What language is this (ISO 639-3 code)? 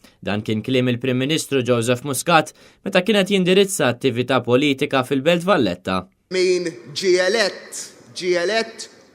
mlt